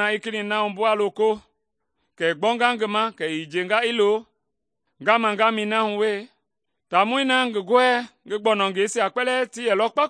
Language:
Mende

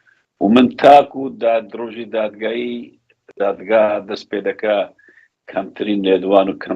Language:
Central Kurdish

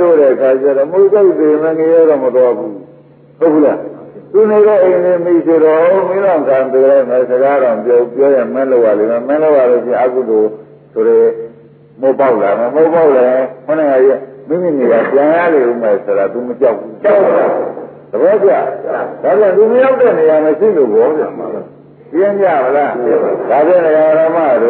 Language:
Burmese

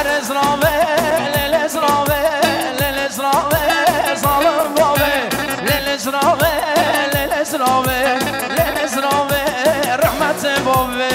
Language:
Kurdish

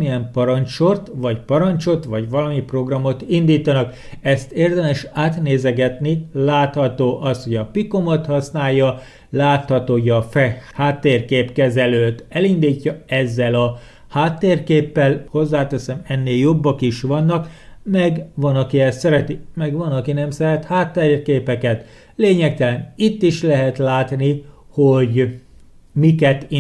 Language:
Hungarian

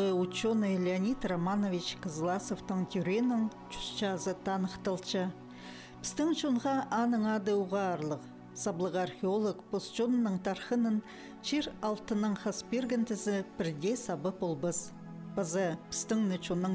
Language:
Khakas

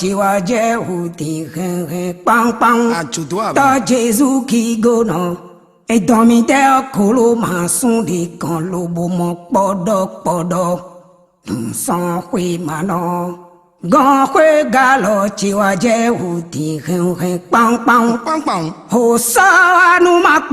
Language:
Fon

